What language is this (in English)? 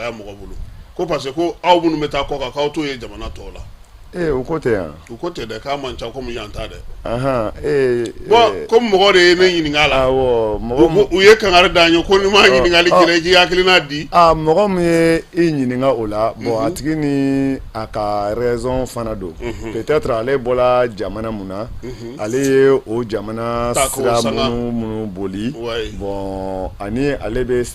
Bambara